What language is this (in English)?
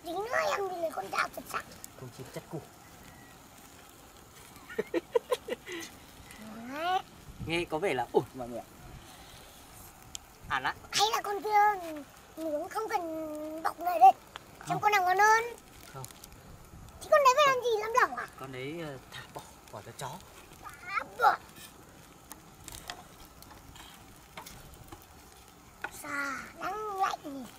Vietnamese